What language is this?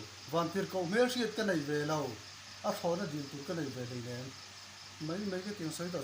Mizo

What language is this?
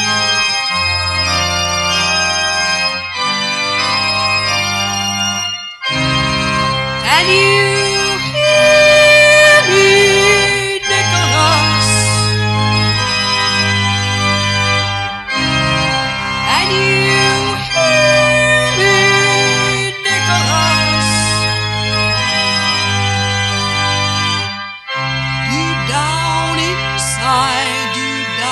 English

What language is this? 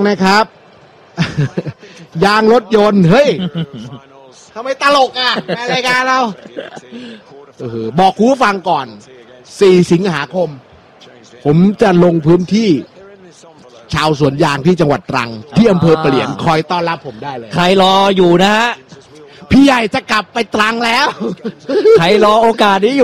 Thai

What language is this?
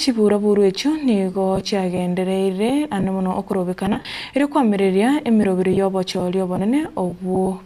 Gusii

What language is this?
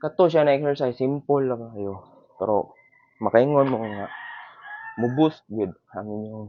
Cebuano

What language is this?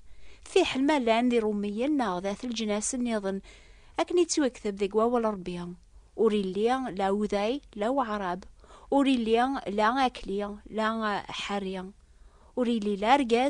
Kabyle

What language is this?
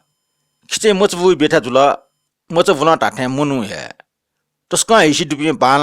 Newari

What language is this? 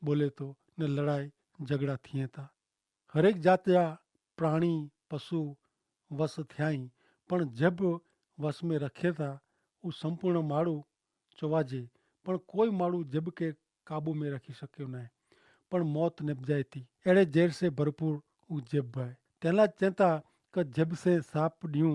Kachhi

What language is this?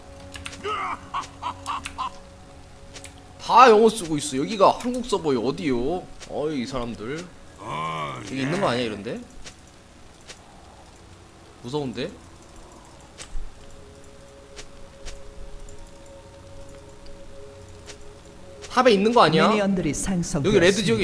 Korean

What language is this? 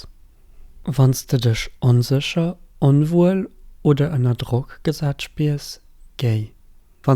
Luxembourgish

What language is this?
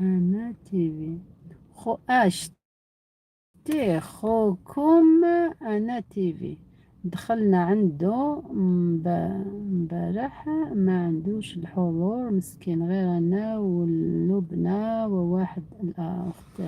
Algerian Arabic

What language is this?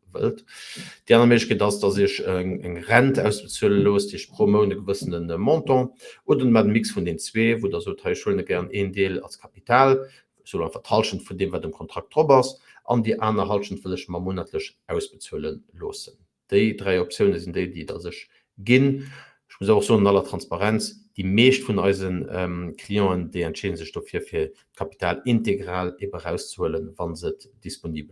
Luxembourgish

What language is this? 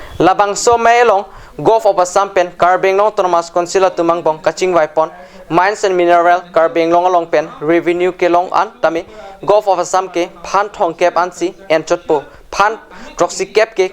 Karbi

